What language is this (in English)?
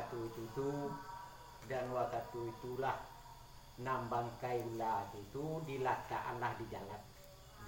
Minangkabau